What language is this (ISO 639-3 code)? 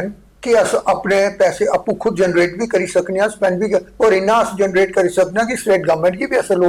doi